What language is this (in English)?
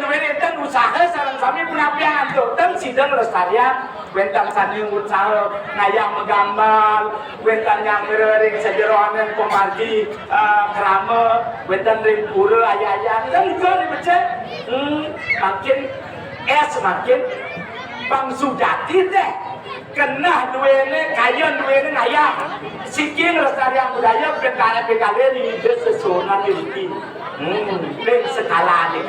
Balinese